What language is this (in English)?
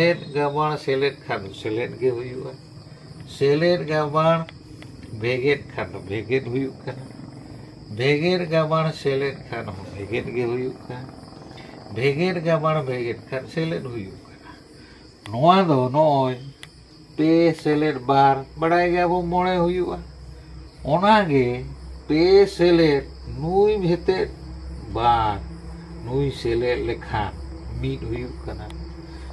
Santali